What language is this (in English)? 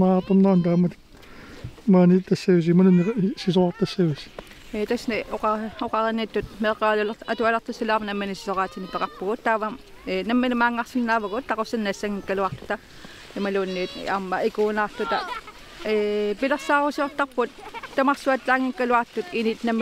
Kalaallisut